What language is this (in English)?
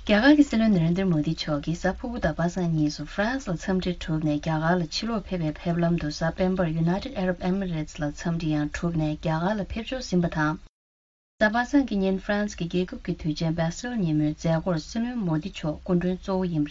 Tibetan